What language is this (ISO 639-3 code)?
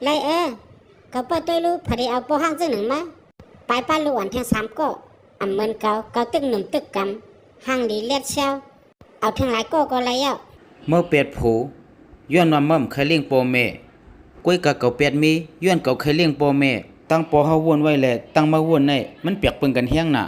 shn